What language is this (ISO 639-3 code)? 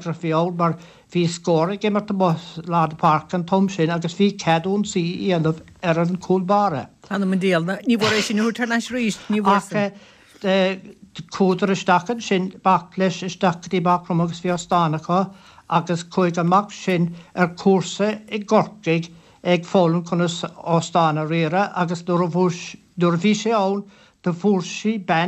gle